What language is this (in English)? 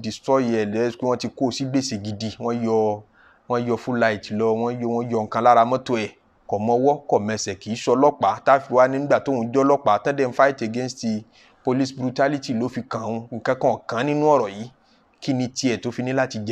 Yoruba